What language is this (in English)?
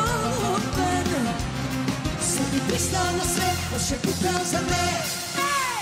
Serbian